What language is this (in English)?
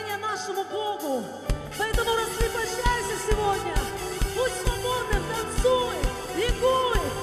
Russian